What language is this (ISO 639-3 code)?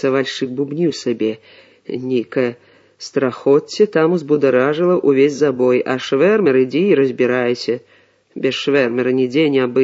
bel